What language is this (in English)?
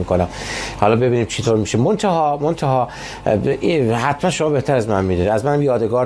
Persian